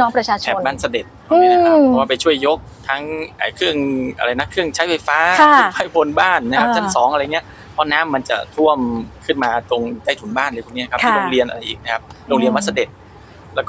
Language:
Thai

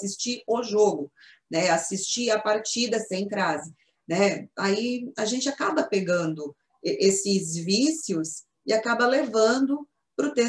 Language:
Portuguese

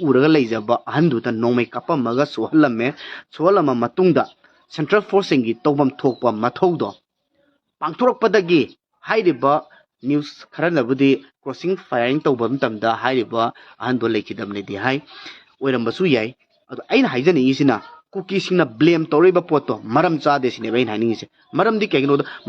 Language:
Manipuri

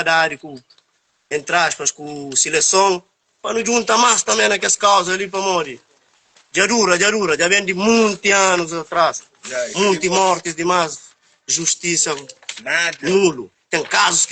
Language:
Kabuverdianu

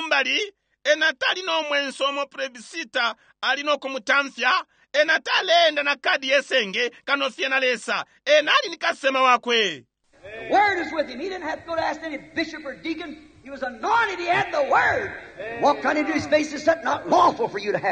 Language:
Bemba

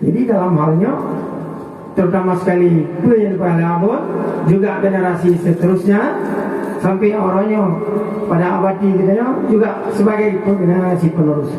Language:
Achinese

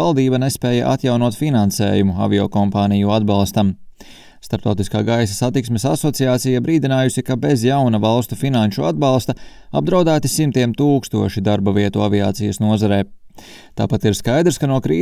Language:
Latvian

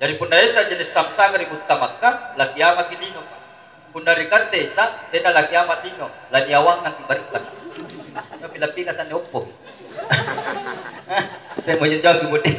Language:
Makasar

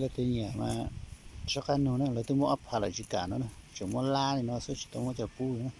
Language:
Hmong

